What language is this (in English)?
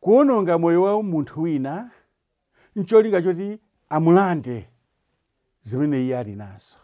Nyanja